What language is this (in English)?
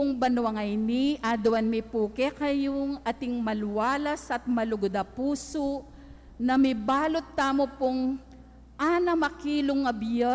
Pampanga